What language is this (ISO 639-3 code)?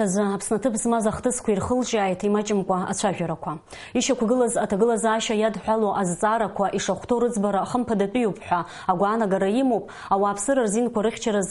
abk